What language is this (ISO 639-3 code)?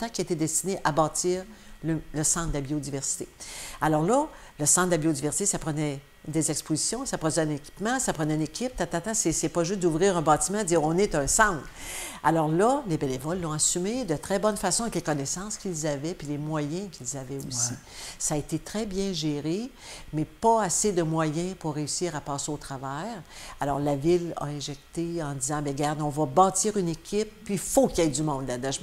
fra